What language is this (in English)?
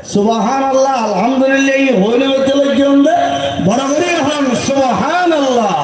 Rohingya